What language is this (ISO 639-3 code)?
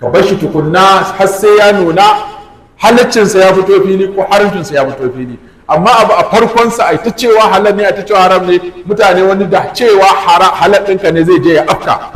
hau